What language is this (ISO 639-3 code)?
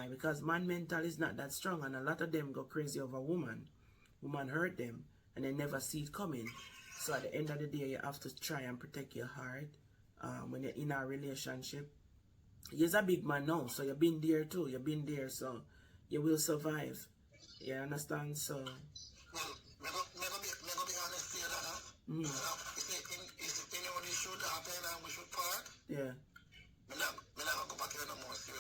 jam